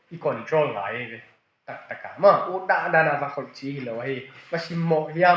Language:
Tedim Chin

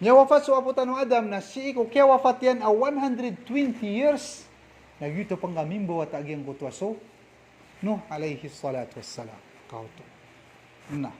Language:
Maranao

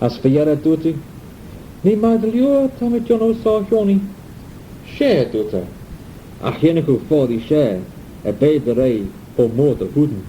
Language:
Manx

